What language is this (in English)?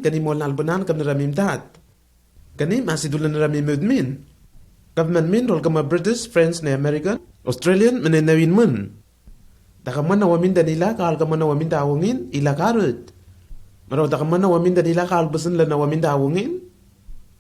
Lenakel